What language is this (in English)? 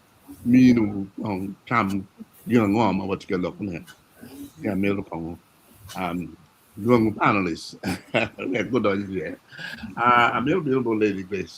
Acoli